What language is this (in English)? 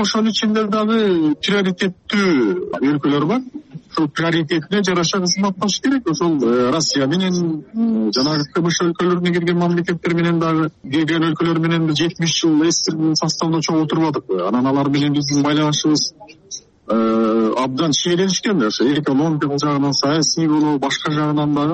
Kyrgyz